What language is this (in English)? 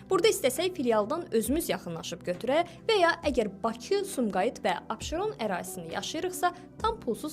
Azerbaijani